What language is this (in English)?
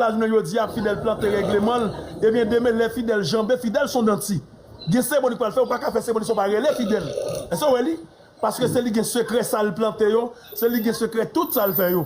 Haitian Creole